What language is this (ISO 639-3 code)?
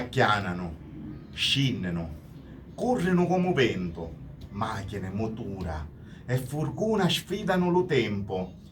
scn